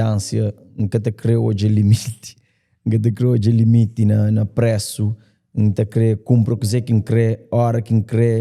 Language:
Kabuverdianu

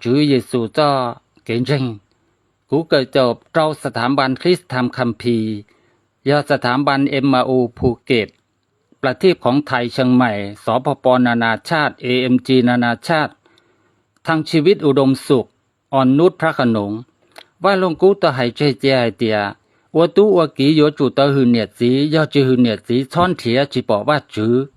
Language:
Hmong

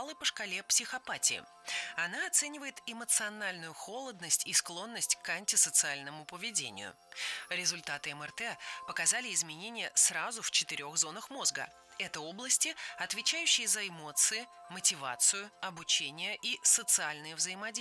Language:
Russian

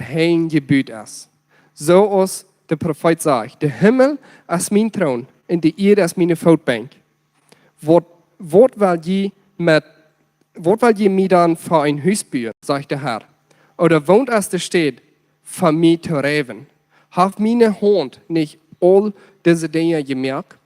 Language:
Plautdietsch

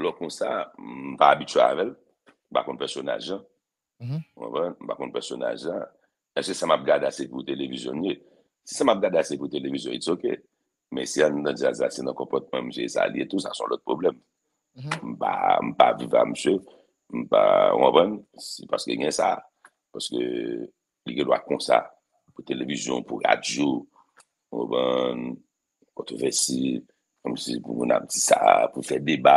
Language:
Haitian Creole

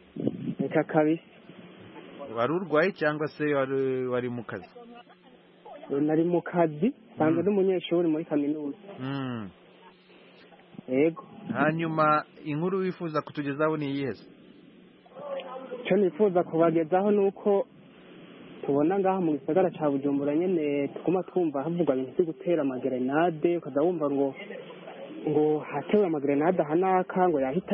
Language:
Kinyarwanda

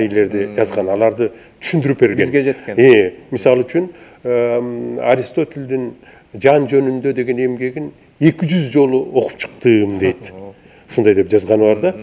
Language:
Kyrgyz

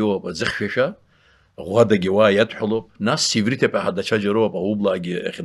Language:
Abkhazian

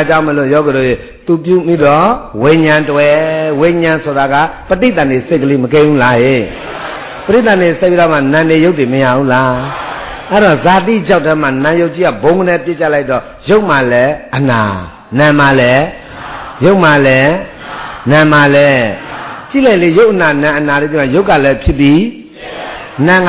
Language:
Burmese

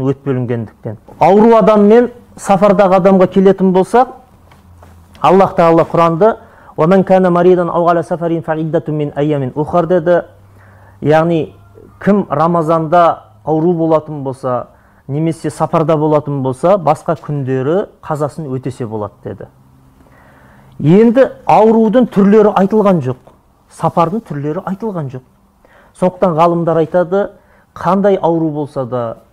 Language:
Kazakh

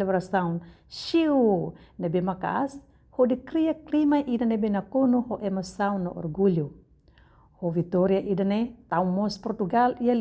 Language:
Tetum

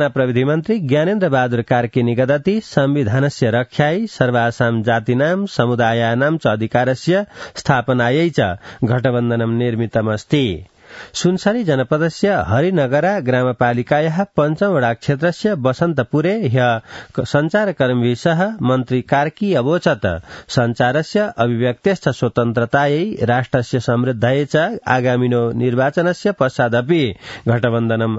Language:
Sanskrit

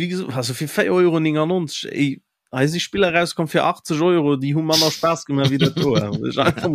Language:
Luxembourgish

